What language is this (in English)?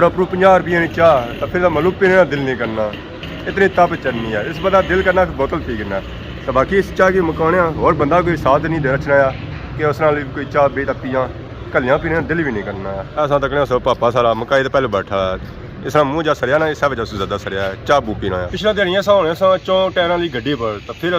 Pahari-Potwari